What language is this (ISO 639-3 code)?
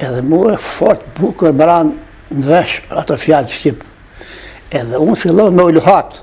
sqi